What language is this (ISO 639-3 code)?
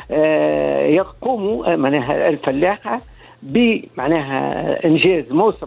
aeb